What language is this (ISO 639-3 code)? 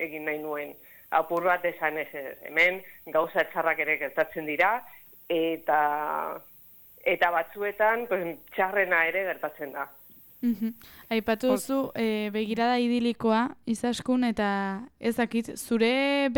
eus